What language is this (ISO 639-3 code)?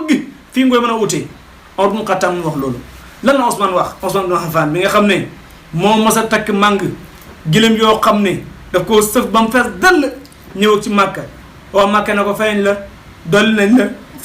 wol